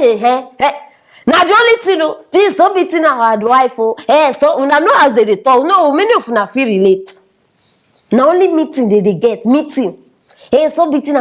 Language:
Nigerian Pidgin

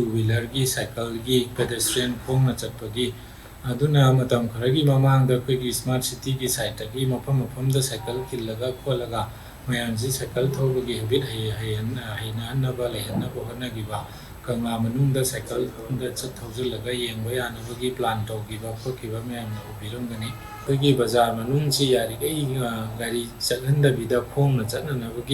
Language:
Manipuri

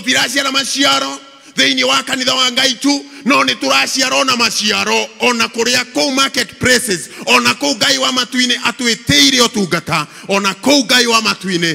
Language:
Kikuyu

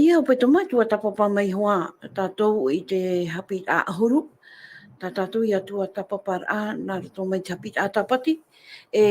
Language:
Tahitian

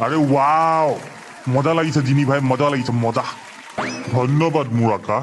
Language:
Assamese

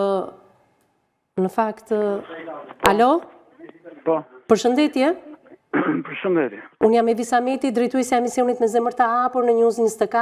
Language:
Albanian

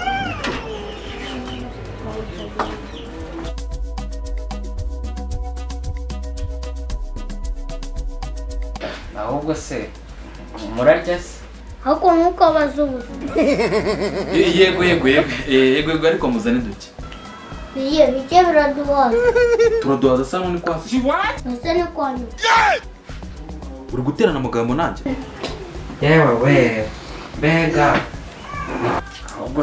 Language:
Kinyarwanda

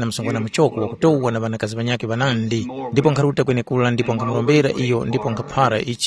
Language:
Tumbuka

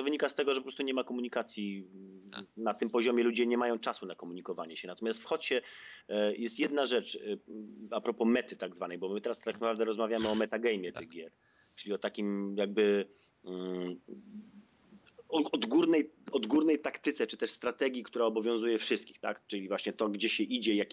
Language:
Polish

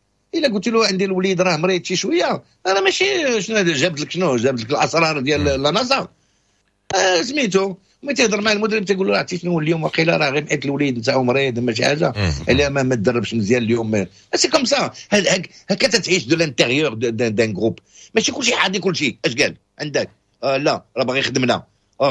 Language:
Moroccan Arabic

